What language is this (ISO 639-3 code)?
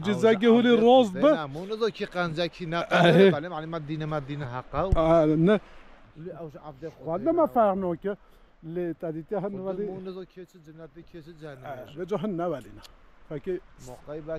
kur